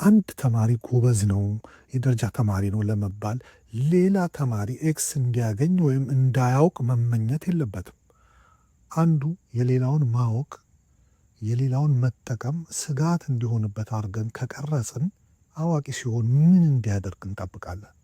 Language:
Amharic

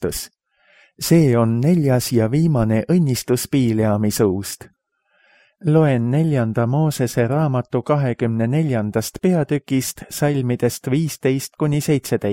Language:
Estonian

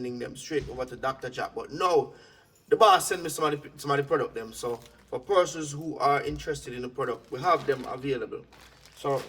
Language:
Jamaican Creole English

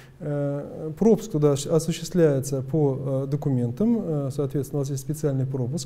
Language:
Russian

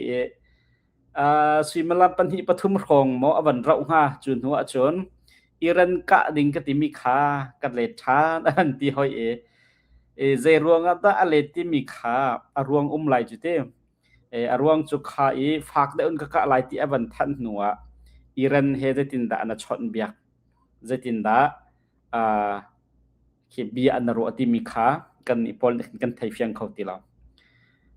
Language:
Hakha Chin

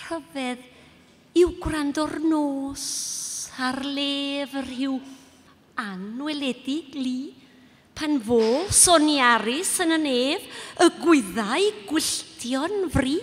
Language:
Welsh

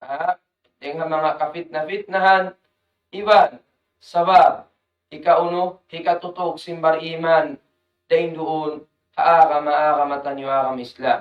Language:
Tausug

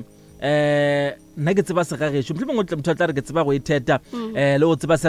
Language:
Northern Sotho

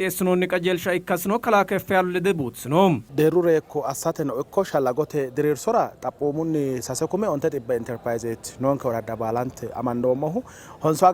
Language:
Sidamo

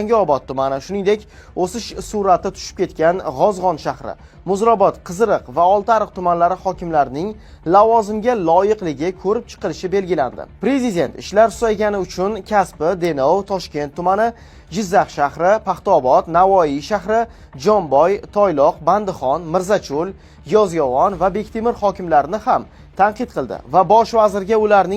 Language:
Uzbek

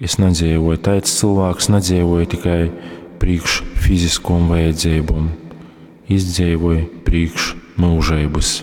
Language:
Latgalian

